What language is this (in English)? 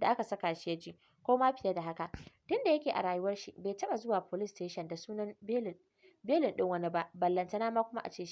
Hausa